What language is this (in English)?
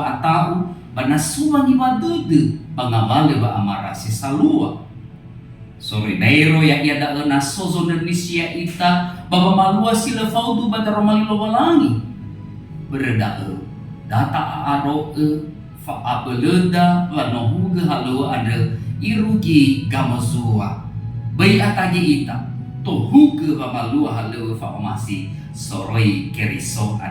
Nias